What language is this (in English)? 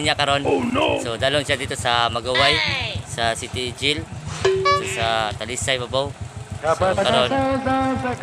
Cebuano